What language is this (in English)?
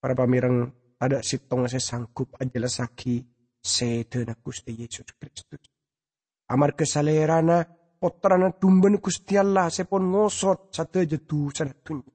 Madurese